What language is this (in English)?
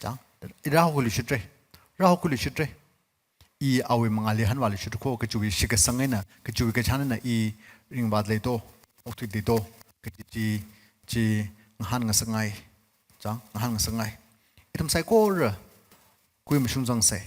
Tangkhul Naga (India)